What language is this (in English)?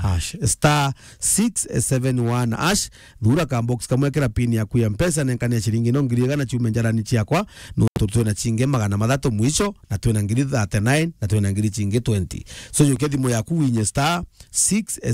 Meru